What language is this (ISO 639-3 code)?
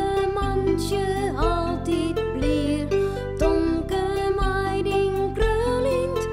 fry